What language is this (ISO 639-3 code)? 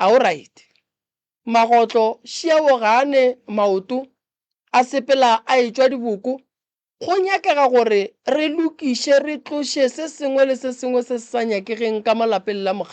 nso